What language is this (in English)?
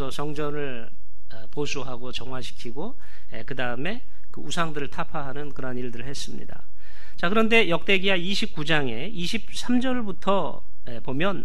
Korean